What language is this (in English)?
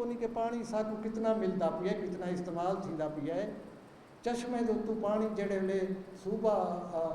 Saraiki